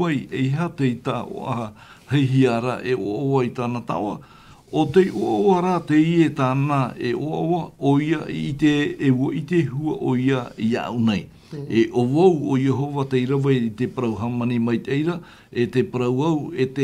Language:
Tahitian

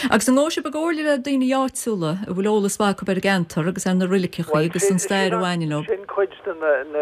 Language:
Irish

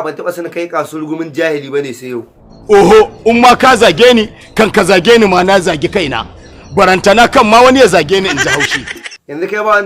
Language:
Hausa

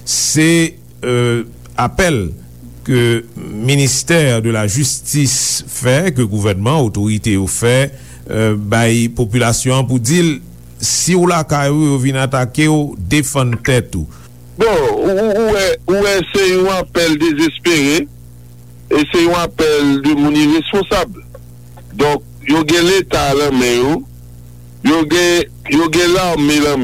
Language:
Haitian Creole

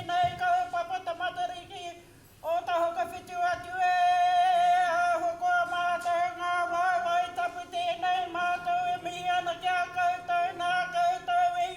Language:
Māori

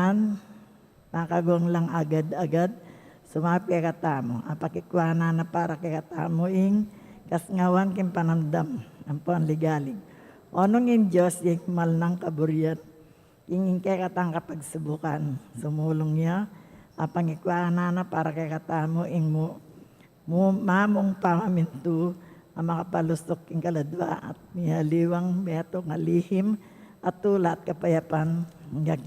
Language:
Pampanga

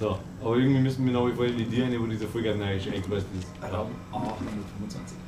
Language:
Bavarian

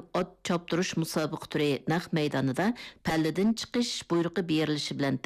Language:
Uyghur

